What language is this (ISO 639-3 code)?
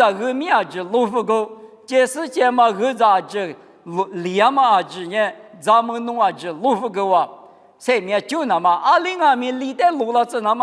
lis